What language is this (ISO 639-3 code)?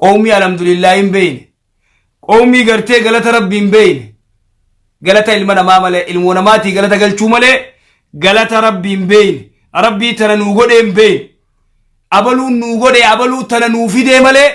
orm